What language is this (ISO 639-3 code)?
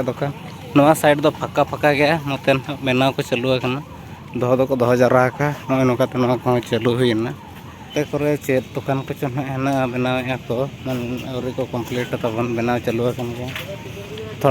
sat